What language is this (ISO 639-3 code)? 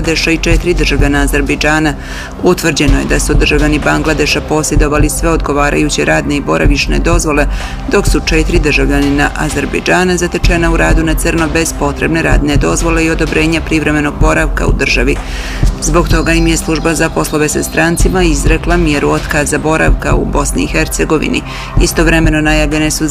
bos